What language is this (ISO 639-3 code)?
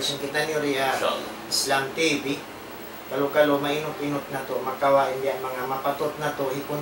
tsg